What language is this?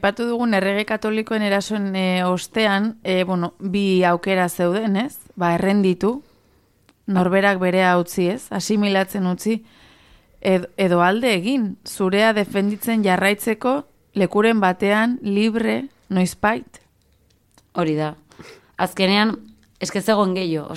Basque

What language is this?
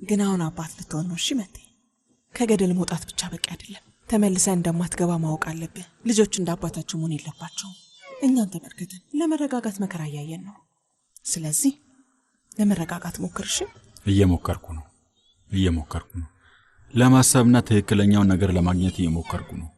Amharic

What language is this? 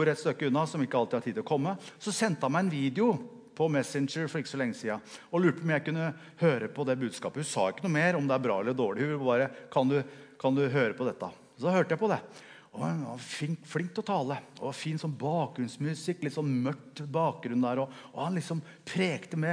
Norwegian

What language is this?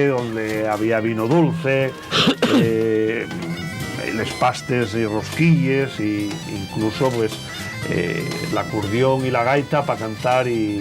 Asturian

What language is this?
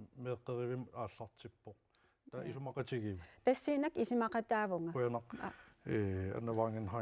Kalaallisut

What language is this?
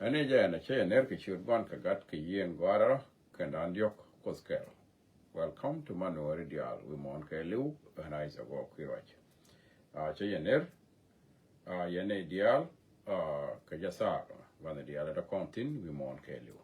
Nuer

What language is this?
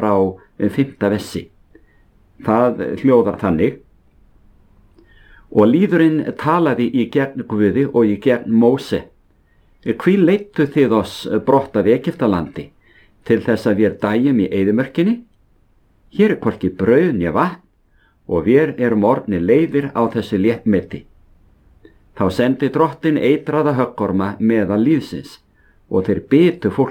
Icelandic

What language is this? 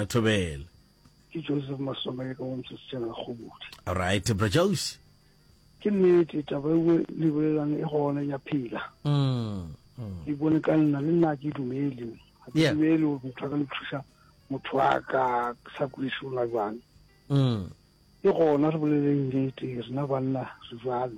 Northern Sotho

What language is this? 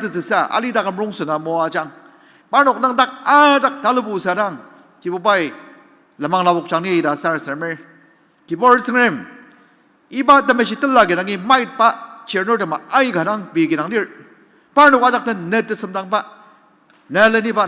Ao Naga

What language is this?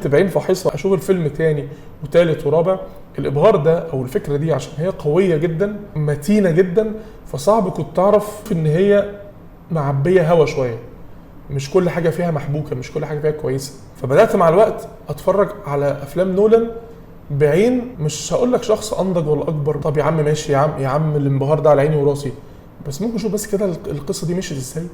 Egyptian Arabic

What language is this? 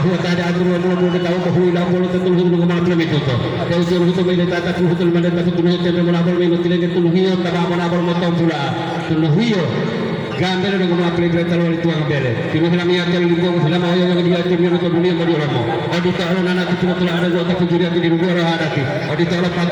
Gorontalo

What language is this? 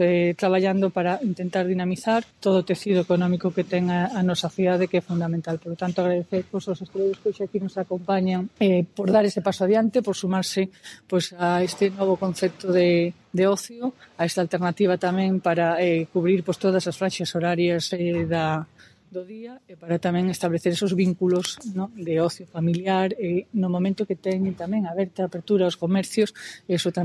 Galician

